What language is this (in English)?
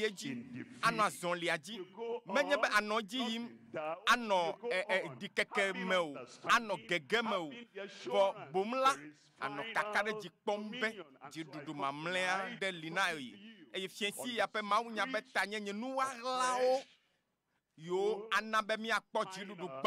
Ewe